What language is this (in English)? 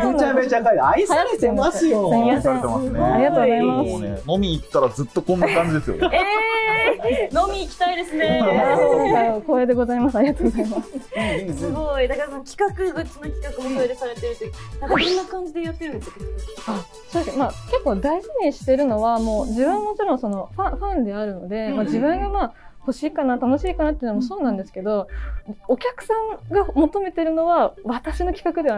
Japanese